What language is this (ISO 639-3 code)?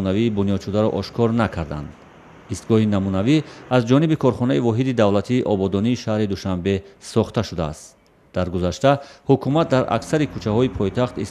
tgk